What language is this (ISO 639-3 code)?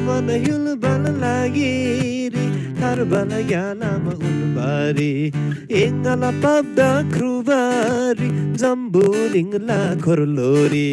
taj